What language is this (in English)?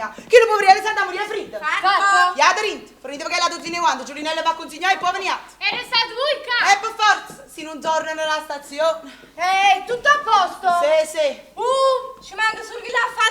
Neapolitan